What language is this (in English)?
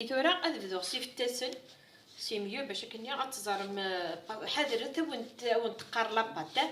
Kabyle